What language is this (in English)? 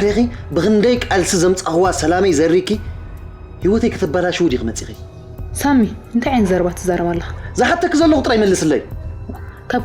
Tigrinya